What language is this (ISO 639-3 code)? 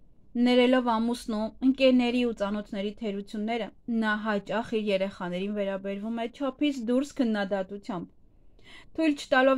hye